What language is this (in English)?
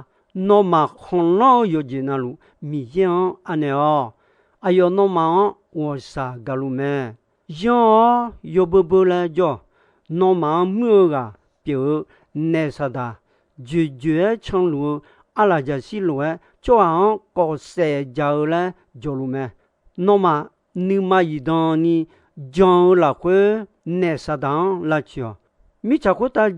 Akha